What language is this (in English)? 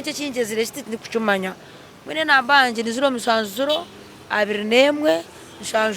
Nyankole